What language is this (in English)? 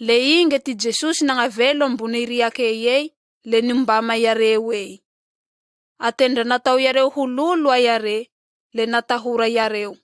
Malagasy